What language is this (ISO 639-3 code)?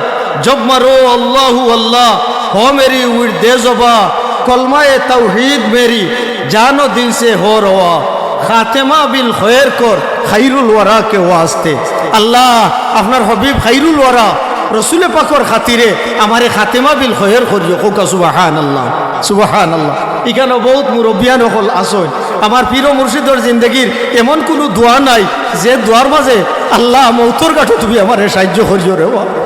syl